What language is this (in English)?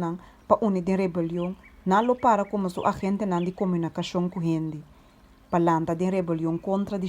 Papiamento